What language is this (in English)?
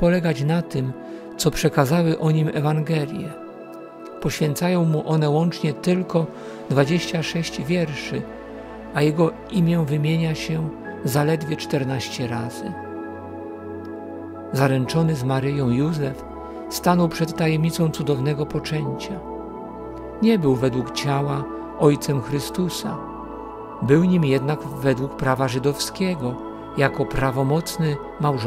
Polish